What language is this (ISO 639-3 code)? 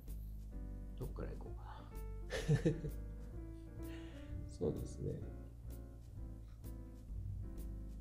jpn